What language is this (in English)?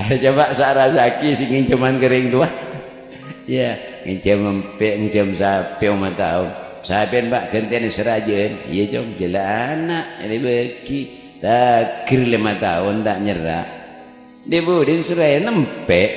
Madurese